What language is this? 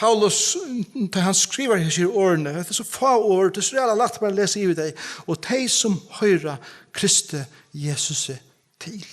Faroese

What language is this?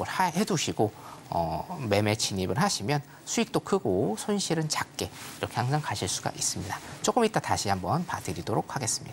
Korean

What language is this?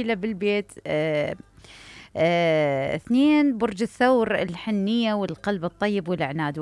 Mesopotamian Arabic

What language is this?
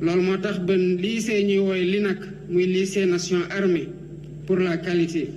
Wolof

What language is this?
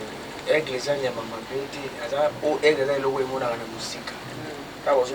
Lingala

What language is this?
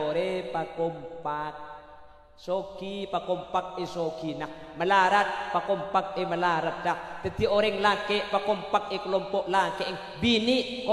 Madurese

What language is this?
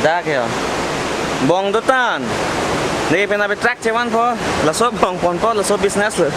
Karbi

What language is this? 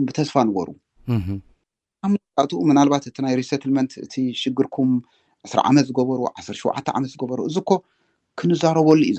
Tigrinya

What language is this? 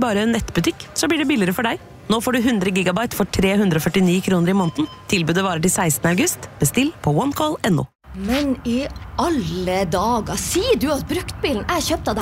Norwegian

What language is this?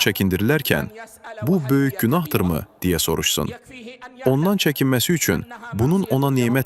Azerbaijani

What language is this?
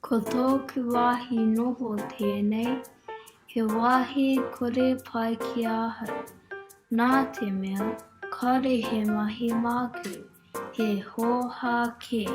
Māori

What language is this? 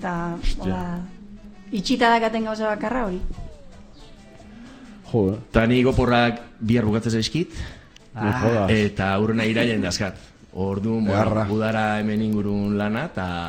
Basque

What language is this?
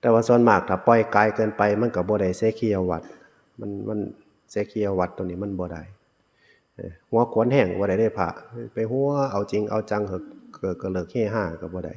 Northeastern Thai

